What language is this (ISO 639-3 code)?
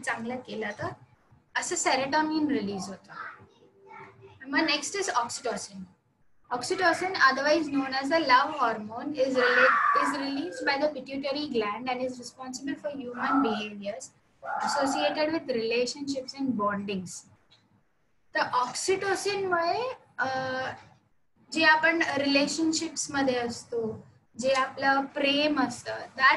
mar